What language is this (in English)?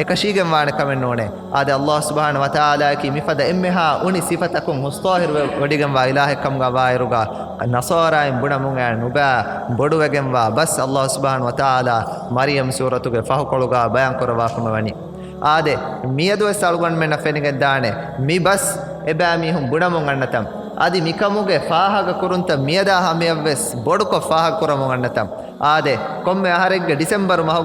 Divehi